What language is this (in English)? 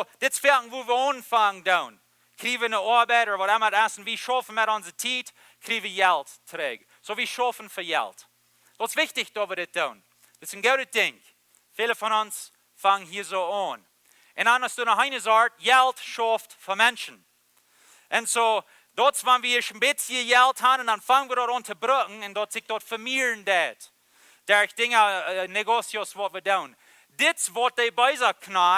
Plautdietsch